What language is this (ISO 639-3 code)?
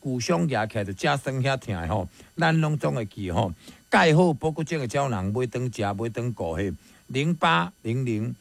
nan